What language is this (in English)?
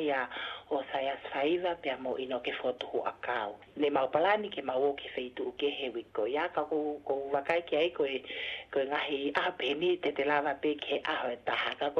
Tongan